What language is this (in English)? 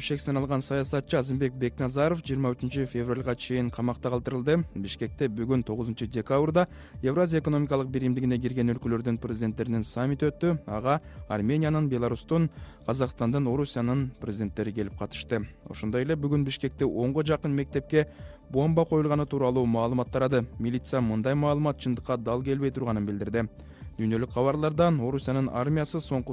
Kyrgyz